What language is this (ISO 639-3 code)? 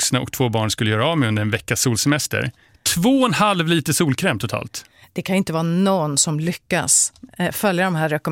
swe